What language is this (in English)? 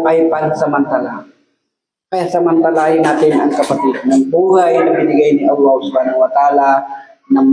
Maranao